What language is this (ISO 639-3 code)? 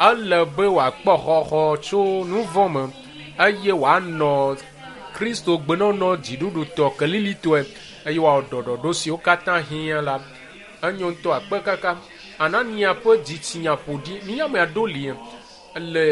ewe